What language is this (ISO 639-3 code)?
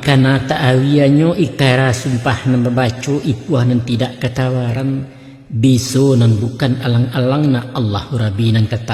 min